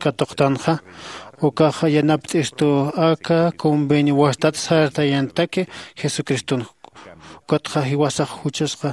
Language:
Aymara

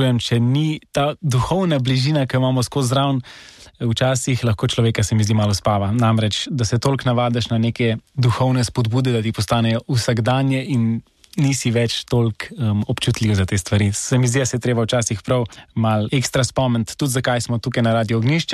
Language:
Slovenian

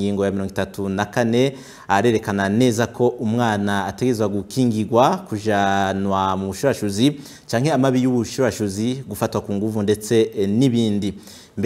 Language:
Rundi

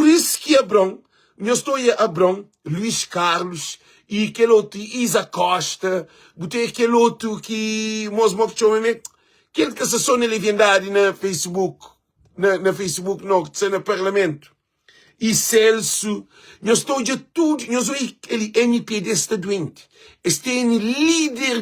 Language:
Kabuverdianu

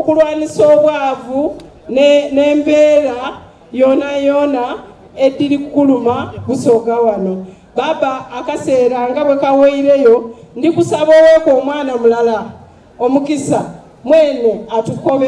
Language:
Soga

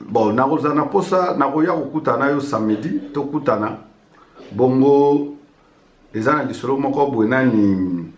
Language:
Lingala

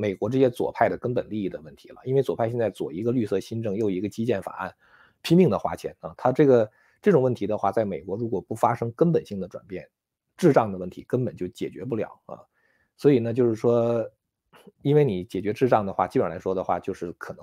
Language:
Chinese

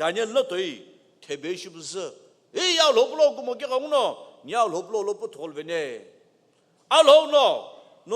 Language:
Sumi Naga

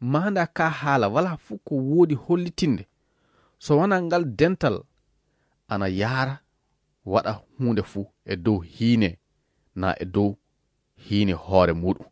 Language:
Fula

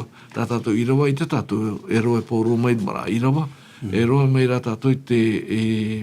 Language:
Tahitian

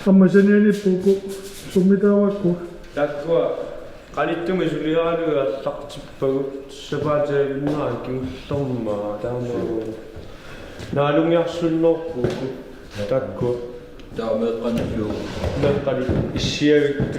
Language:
Kalaallisut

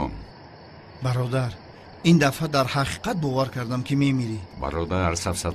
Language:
Tajik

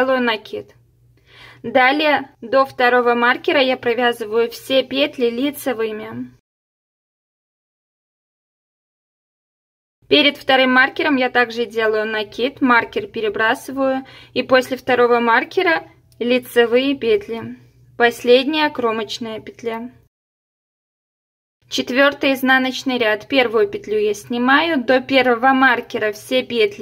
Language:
Russian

